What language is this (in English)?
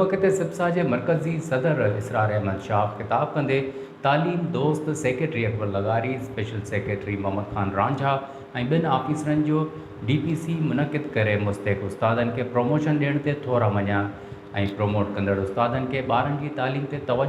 Sindhi